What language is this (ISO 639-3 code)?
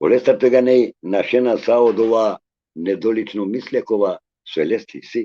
rmn